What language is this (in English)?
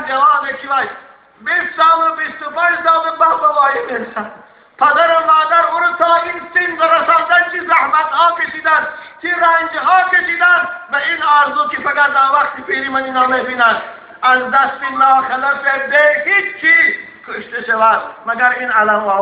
Tajik